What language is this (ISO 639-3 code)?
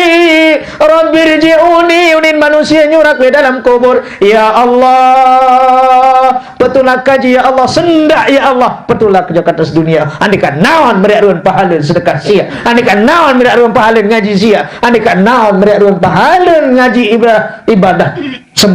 sas